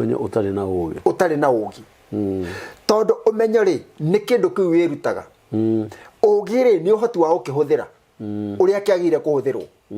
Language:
Kikuyu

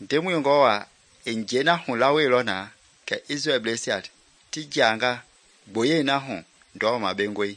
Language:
Mende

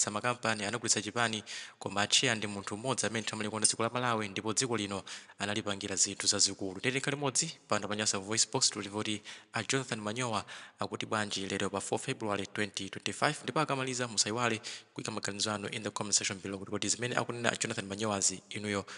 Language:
Nyanja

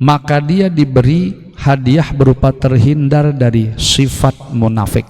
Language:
Banjar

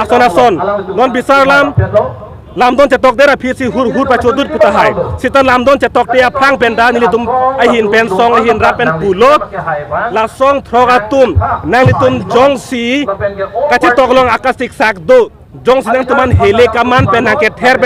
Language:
Karbi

